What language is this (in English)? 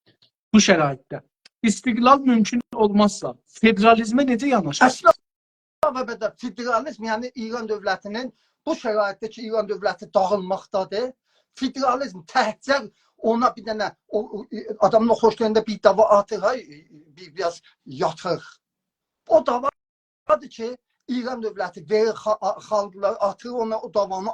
South Azerbaijani